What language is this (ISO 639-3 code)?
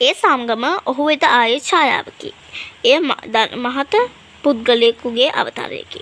sin